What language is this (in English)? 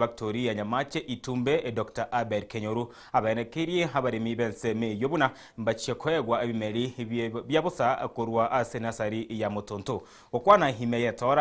Gusii